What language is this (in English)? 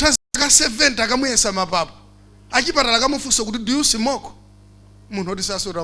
Nyanja